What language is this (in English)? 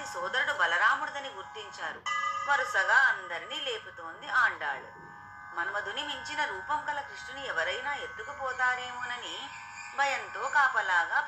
Telugu